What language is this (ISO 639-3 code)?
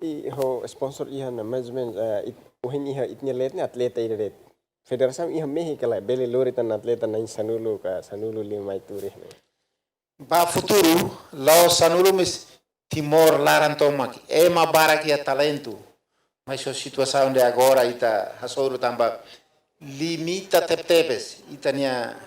tet